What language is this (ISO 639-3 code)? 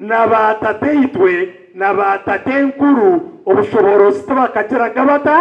nyn